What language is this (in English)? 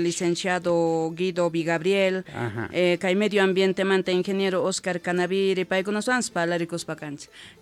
South Bolivian Quechua